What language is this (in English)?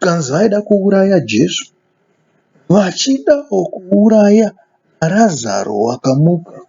Shona